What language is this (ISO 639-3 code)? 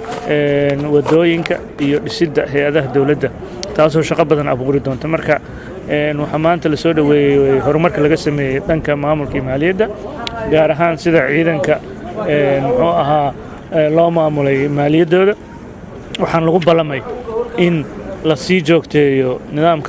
som